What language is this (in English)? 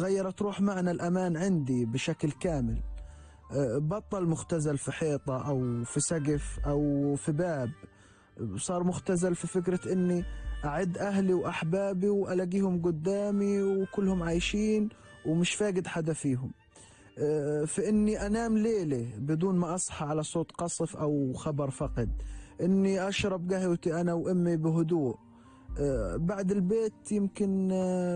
North Levantine Arabic